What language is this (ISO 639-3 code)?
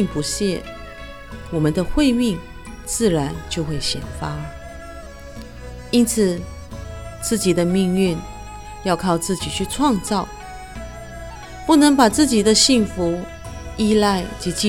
zho